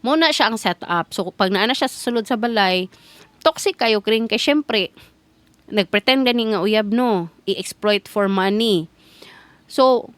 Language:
Cebuano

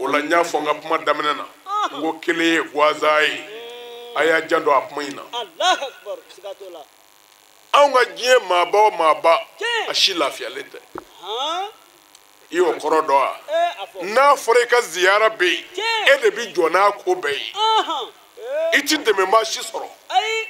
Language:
Bambara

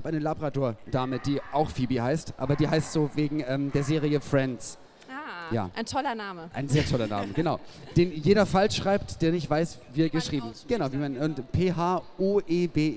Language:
German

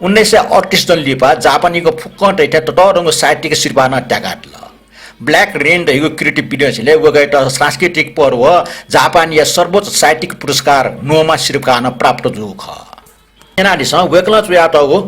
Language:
Newari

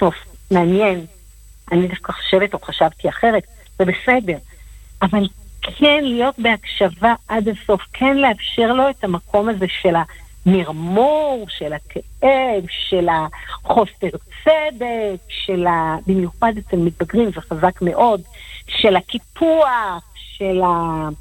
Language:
Hebrew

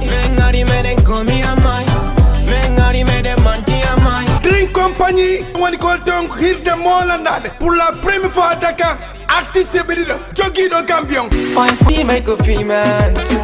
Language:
Fula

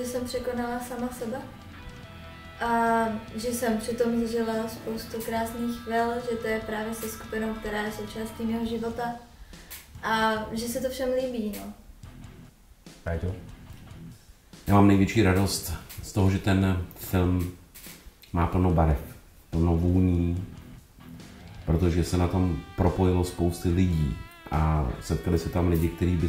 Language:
Czech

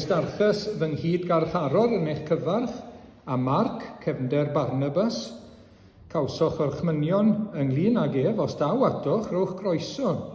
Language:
Welsh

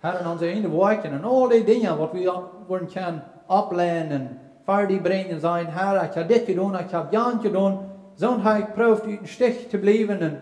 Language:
Plautdietsch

